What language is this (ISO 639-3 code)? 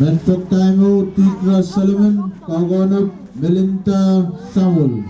pon